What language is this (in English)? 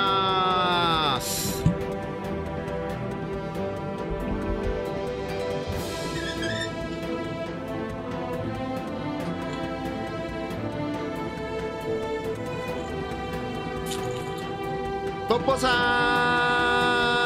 Japanese